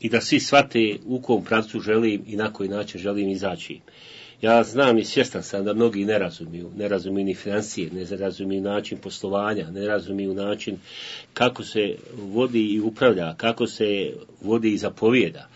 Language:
Bosnian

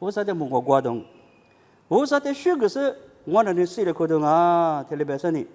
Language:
Lisu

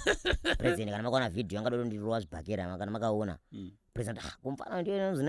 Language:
Shona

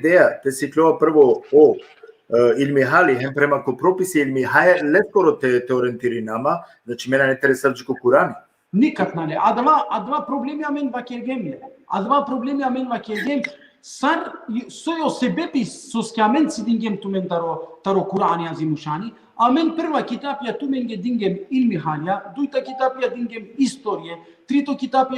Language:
Balkan Romani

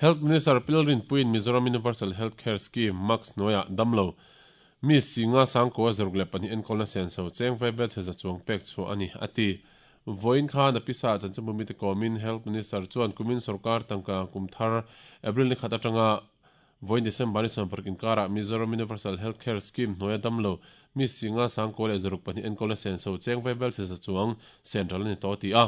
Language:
Mizo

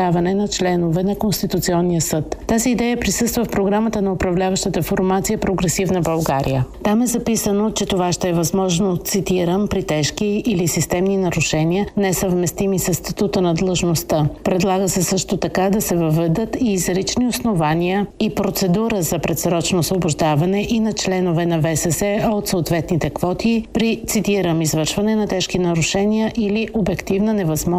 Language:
Bulgarian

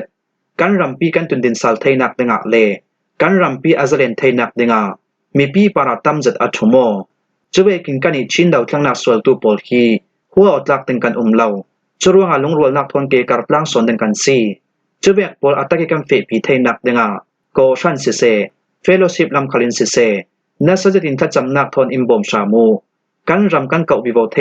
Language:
Falam Chin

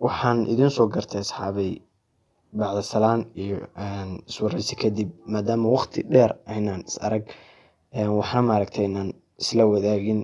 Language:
Somali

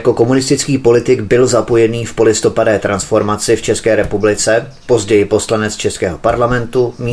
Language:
Czech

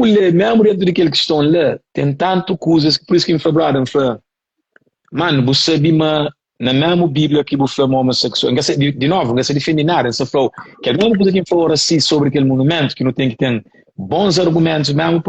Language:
Kabuverdianu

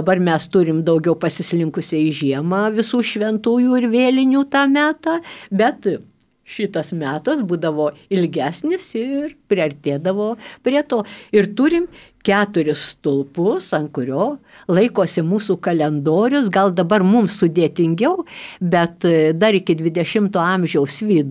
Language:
Lithuanian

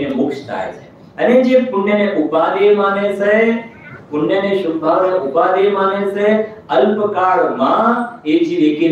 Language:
Gujarati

